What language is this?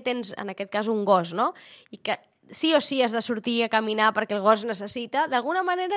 Catalan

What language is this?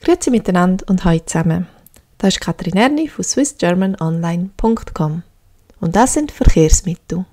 Swiss German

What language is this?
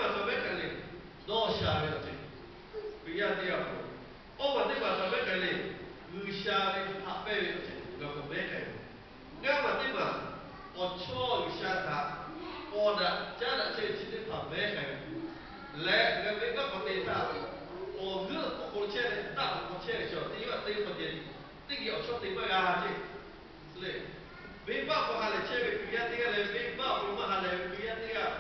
Lahu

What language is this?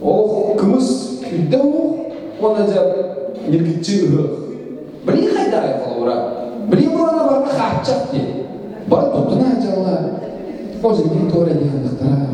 Yakut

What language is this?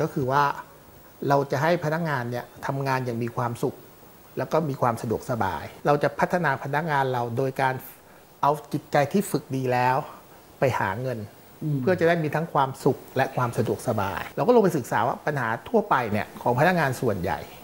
Thai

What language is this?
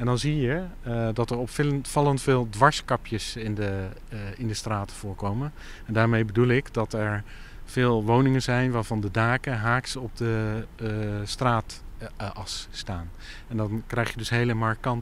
Dutch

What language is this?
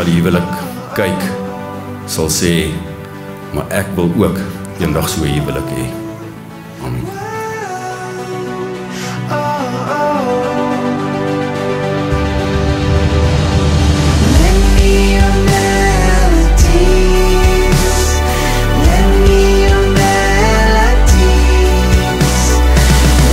Afrikaans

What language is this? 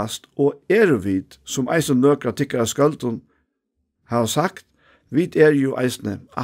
Faroese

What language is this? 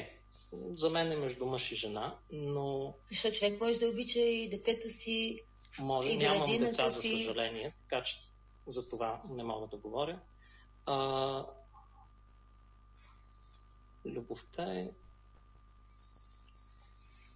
Bulgarian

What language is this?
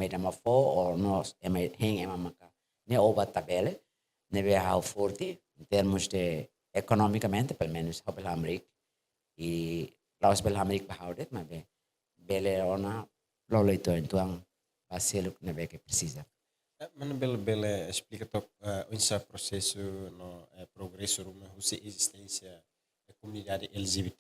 Tetum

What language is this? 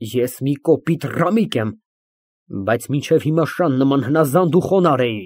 Armenian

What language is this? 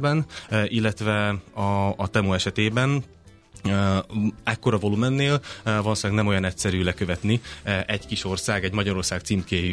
Hungarian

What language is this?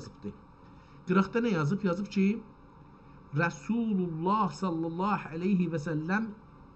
South Azerbaijani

